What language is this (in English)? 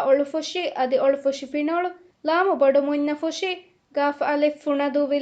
Divehi